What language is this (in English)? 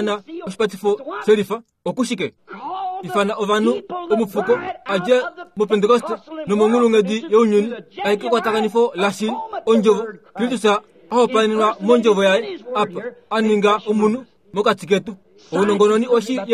Kuanyama